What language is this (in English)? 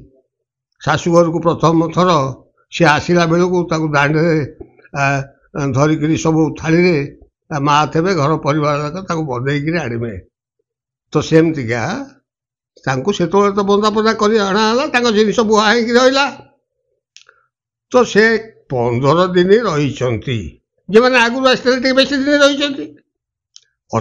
Odia